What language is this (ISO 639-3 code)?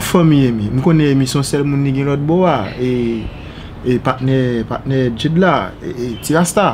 hat